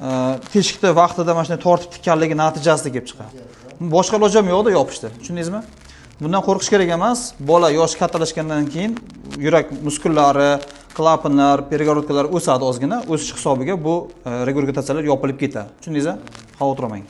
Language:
Uzbek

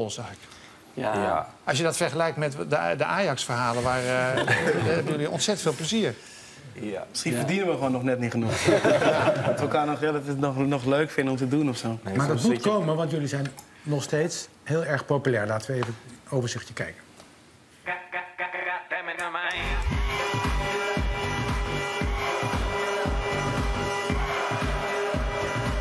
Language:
Dutch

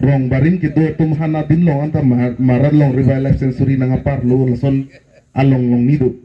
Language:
Karbi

